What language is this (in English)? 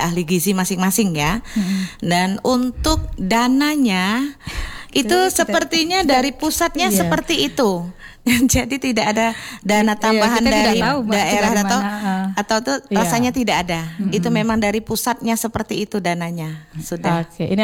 Indonesian